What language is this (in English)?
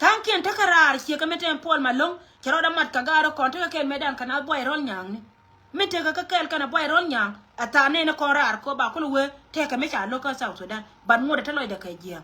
Nuer